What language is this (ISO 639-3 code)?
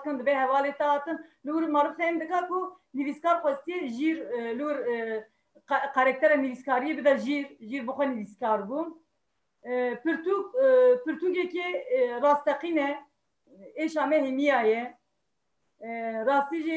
kur